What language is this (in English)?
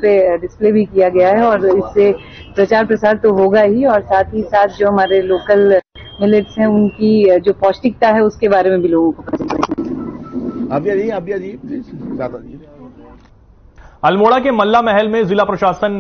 Hindi